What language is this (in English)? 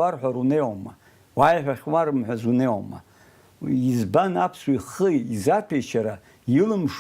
Abkhazian